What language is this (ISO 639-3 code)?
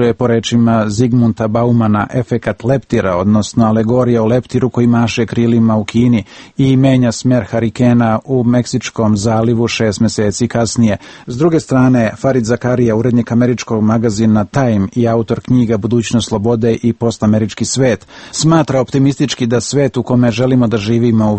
srp